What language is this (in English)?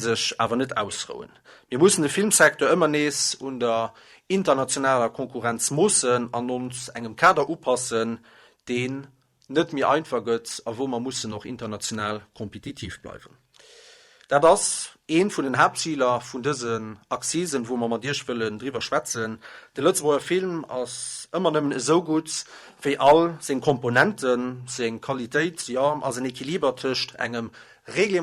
Luxembourgish